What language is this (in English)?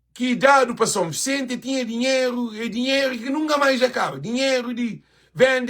Kabuverdianu